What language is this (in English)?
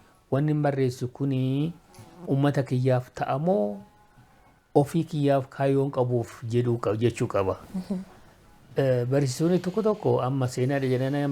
Oromo